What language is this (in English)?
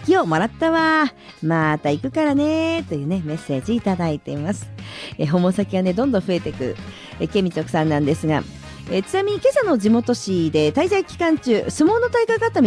Japanese